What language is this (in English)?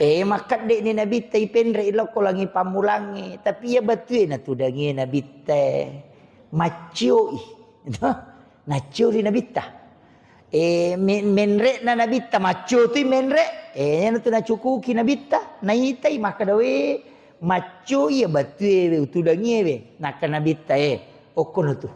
Buginese